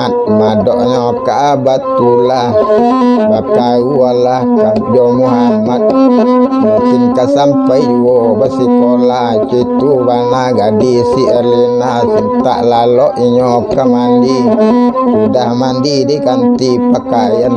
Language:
Minangkabau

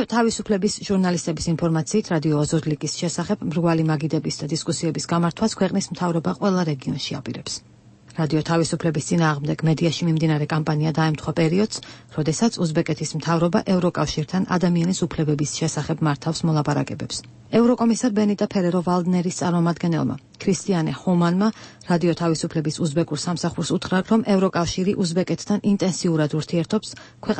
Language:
Georgian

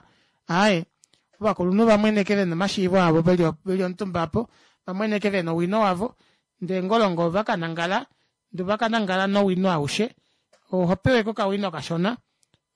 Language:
Kuanyama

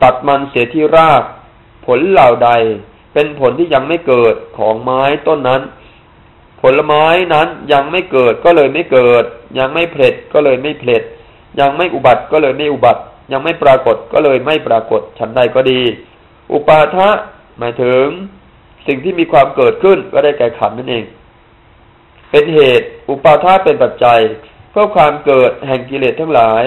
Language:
Thai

